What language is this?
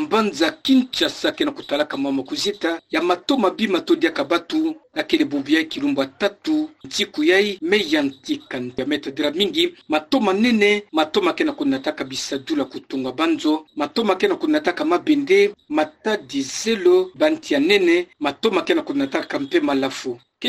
Kituba (Democratic Republic of Congo)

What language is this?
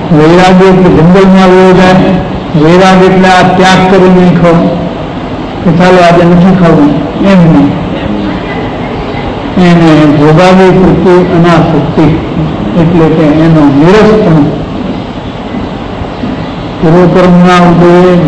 Gujarati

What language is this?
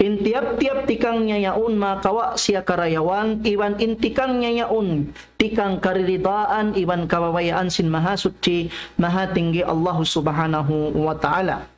Tausug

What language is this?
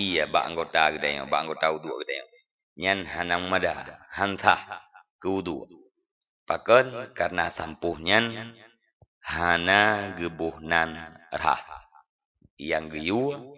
Achinese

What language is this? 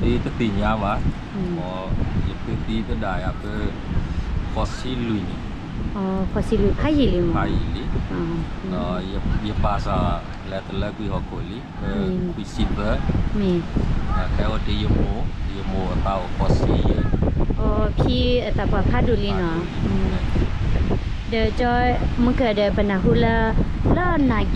S'gaw Karen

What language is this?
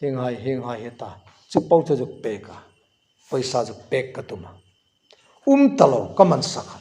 Hmar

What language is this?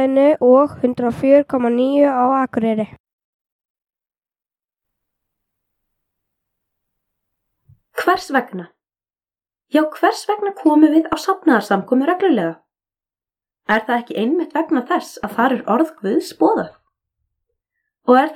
Icelandic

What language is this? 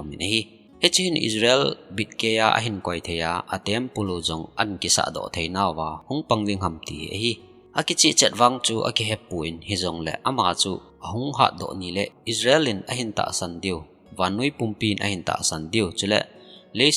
Thado Chin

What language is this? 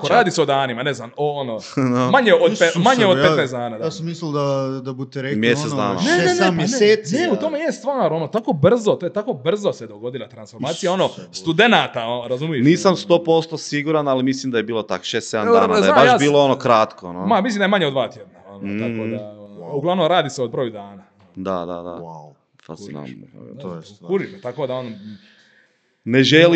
Croatian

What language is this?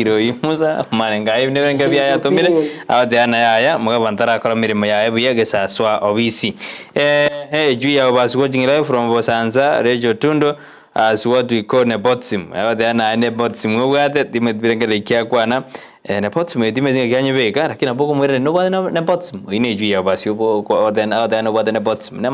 Gusii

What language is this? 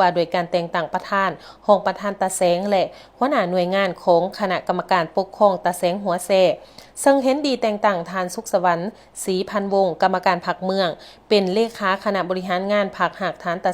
Lao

